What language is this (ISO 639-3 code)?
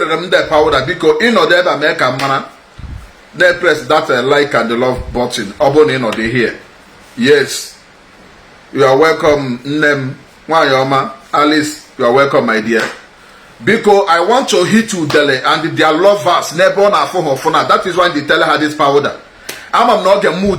ibo